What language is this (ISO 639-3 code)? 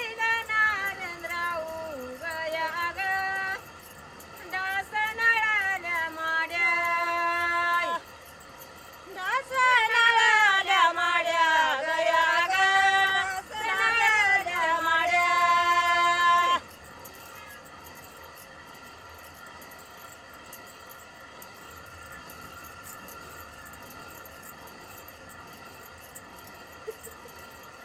mar